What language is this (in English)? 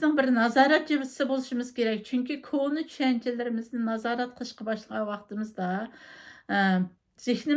Uyghur